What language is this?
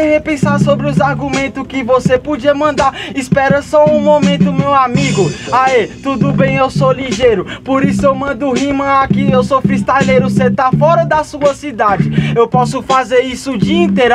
Portuguese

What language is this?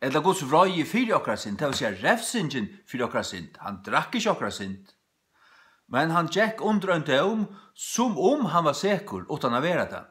Faroese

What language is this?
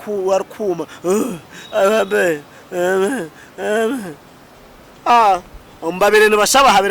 Nyankole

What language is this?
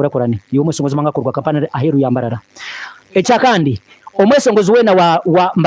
Nyankole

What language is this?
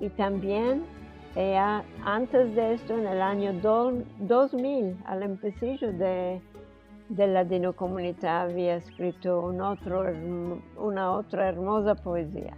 Ladino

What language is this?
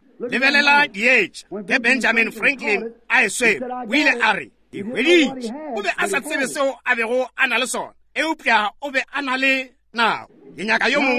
Northern Sotho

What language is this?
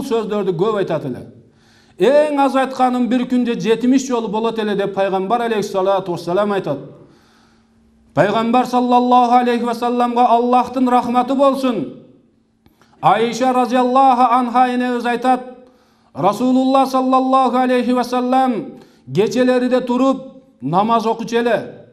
Kyrgyz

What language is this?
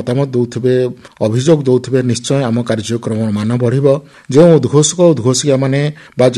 Odia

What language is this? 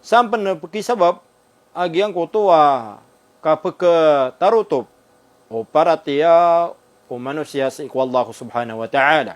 Maranao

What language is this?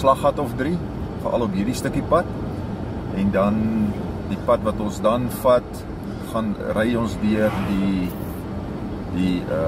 Afrikaans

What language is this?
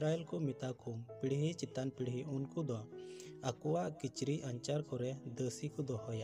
Santali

